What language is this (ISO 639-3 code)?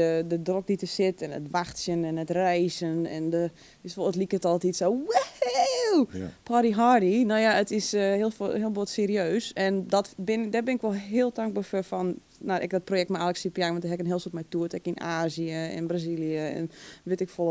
fry